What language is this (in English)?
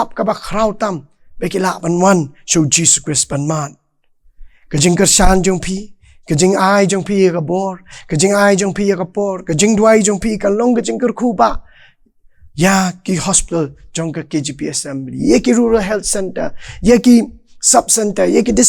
Khasi